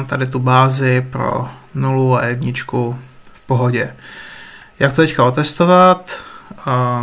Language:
Czech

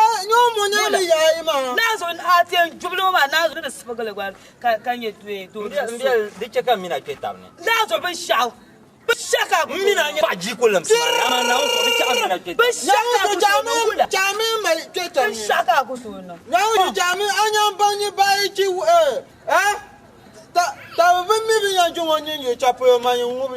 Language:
Dagbani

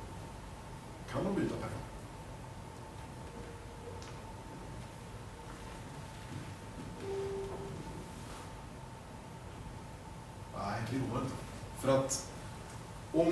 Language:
Swedish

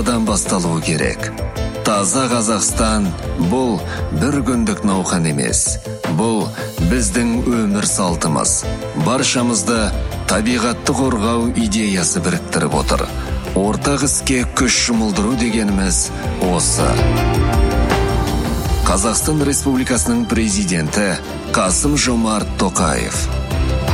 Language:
Kazakh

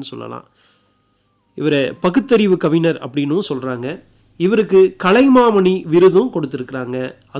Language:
Tamil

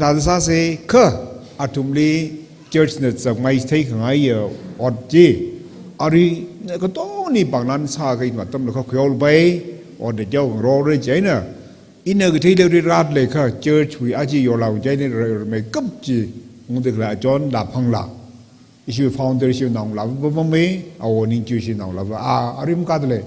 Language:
Tangkhul Naga (India)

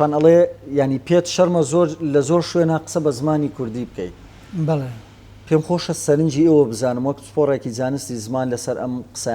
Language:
Central Kurdish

